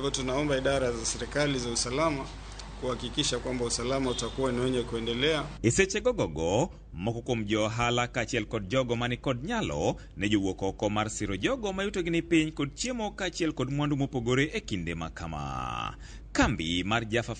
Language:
Luo (Kenya and Tanzania)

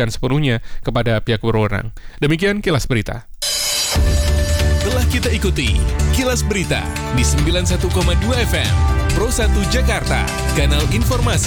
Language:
Indonesian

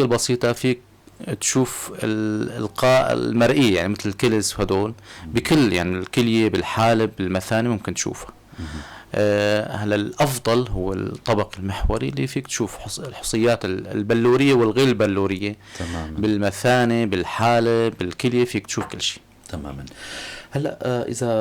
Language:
North Levantine Arabic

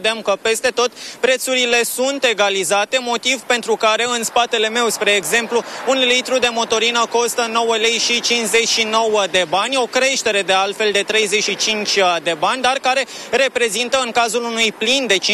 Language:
Romanian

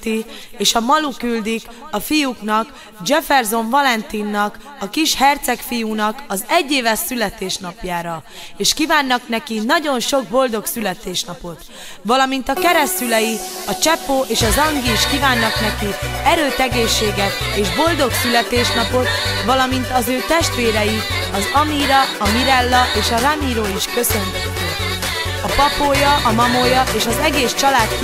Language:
Hungarian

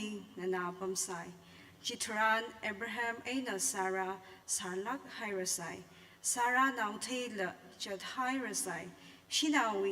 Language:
Tangkhul Naga (India)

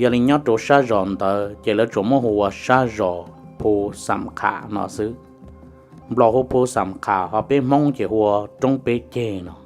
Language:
Hmong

